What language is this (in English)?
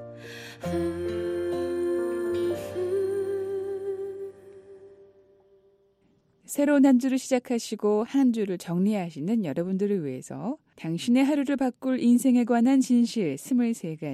Korean